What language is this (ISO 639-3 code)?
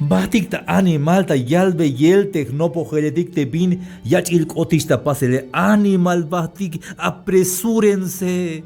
tzh